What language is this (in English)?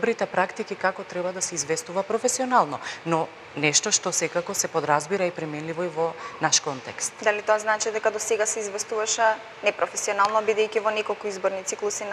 Macedonian